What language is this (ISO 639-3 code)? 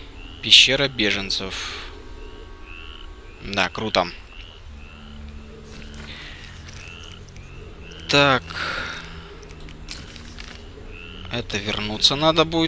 rus